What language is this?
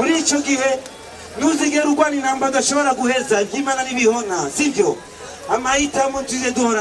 Rundi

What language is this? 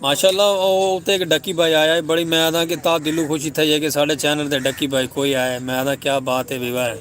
Saraiki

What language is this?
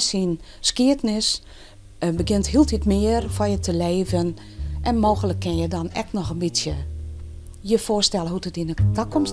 Western Frisian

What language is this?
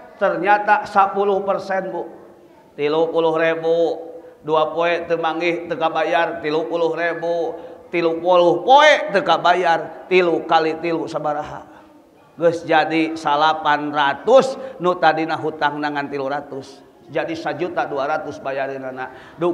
Sundanese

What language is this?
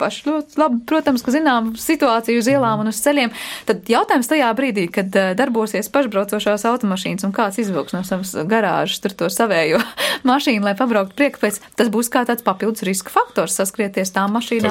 Latvian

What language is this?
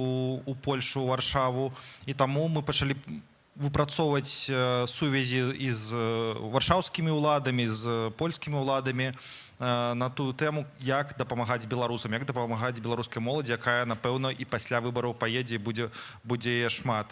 Belarusian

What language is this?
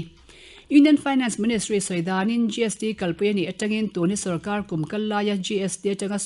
Mizo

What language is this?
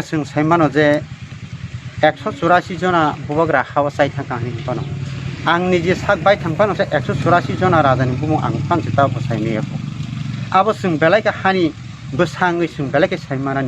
Kok Borok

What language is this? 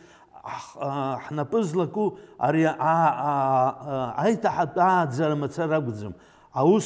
Abkhazian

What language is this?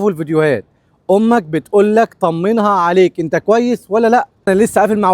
Egyptian Arabic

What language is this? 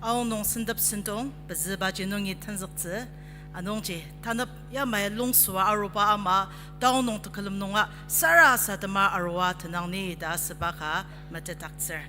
Ao Naga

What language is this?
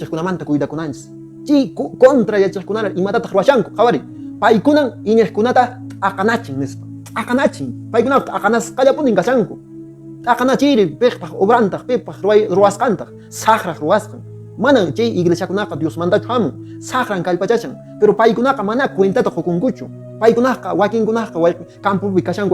Quechua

